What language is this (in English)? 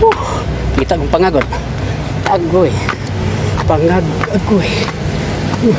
Cebuano